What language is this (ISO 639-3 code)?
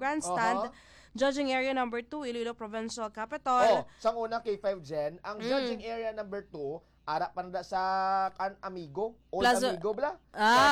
hil